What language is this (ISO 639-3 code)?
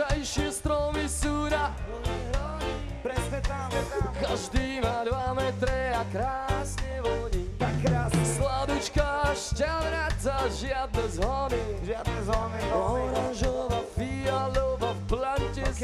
slk